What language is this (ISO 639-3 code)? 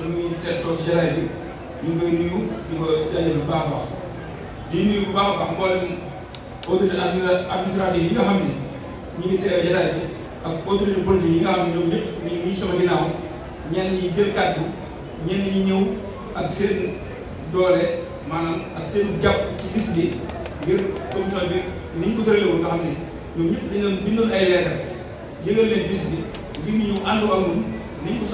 wol